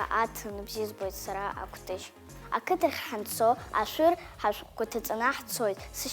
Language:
Abkhazian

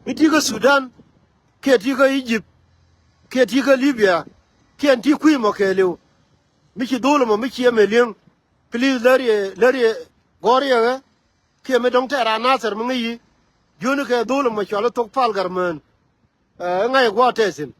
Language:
Nuer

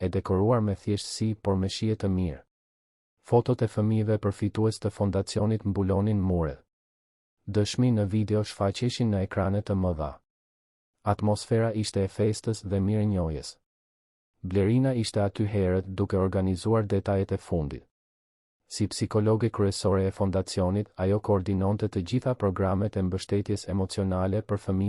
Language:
Albanian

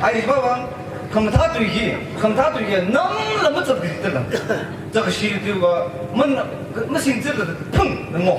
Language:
Tangkhul Naga (India)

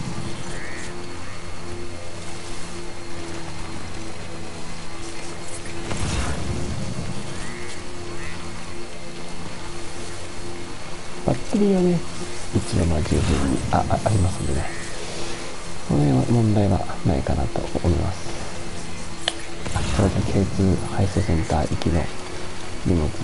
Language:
Japanese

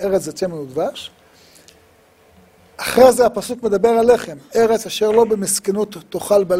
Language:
Hebrew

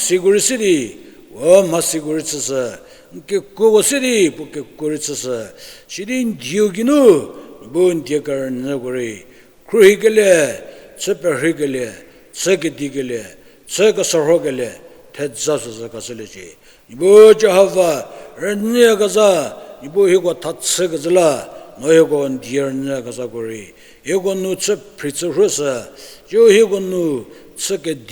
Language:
Angami Naga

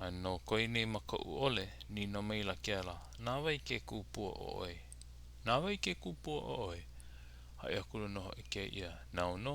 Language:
Hawaiian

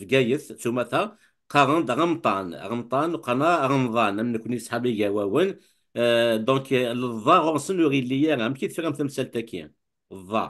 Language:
Kabyle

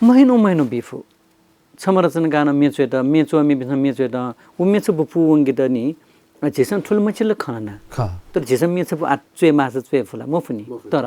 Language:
Newari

